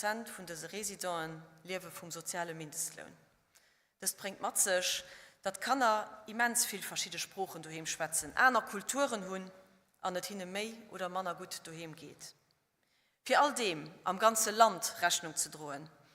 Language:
Luxembourgish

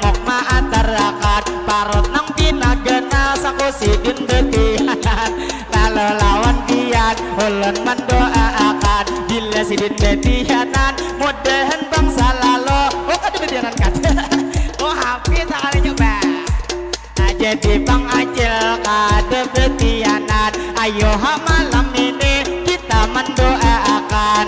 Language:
Banjar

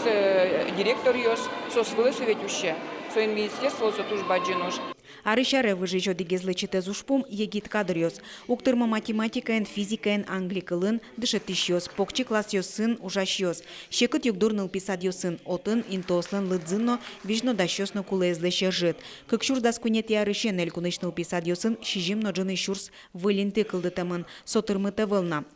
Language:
Udmurt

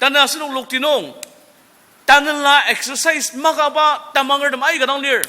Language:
Ao Naga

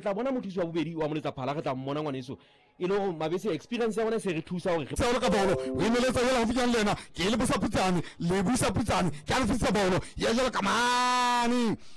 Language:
Southern Sotho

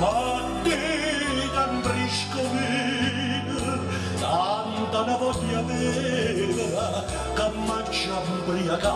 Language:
Neapolitan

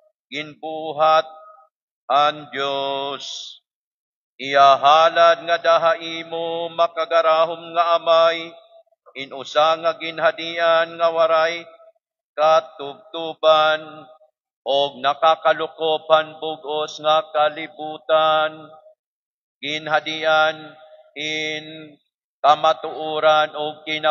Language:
Waray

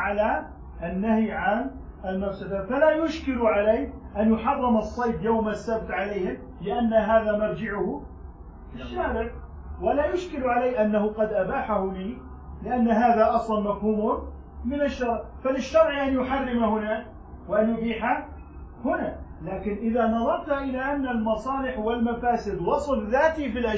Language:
Arabic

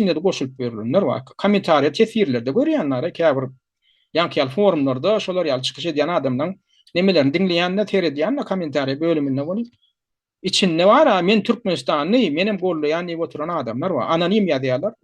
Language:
Turkmen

